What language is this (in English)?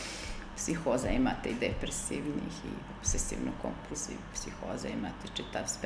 Serbian